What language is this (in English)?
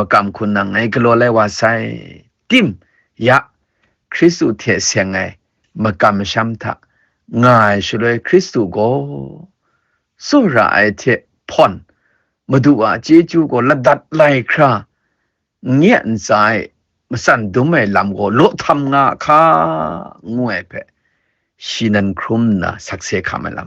Kachin